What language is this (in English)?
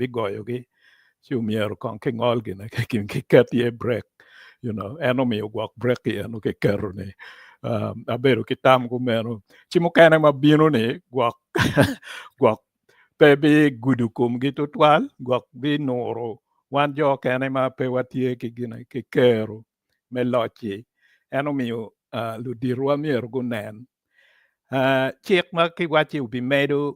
Acoli